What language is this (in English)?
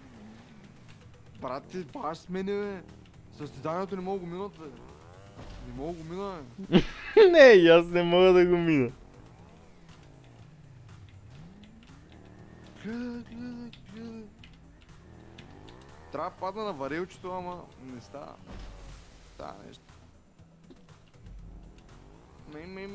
Bulgarian